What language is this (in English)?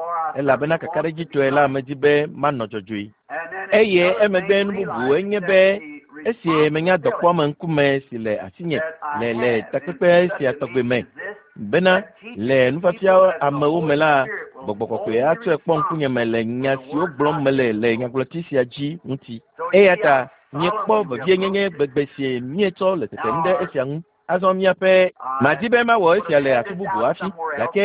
Ewe